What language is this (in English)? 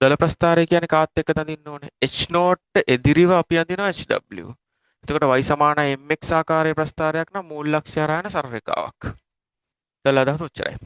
Sinhala